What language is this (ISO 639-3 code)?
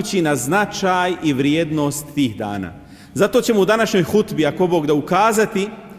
bos